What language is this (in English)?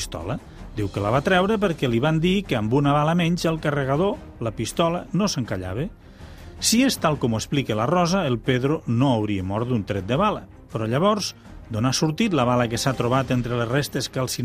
Catalan